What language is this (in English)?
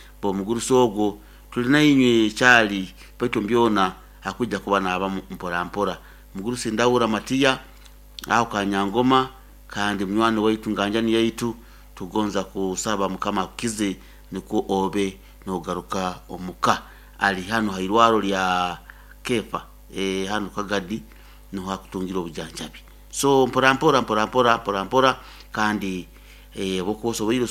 Nyoro